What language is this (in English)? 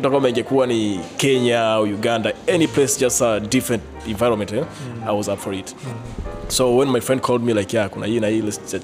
Swahili